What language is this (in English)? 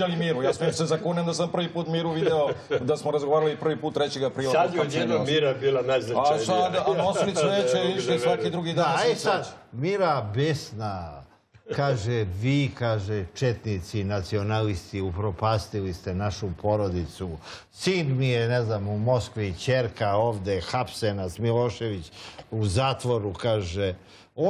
Serbian